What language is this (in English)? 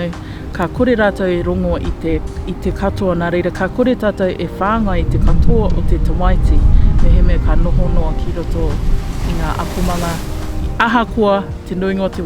Māori